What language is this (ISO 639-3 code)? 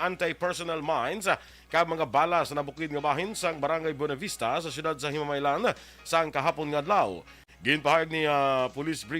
hil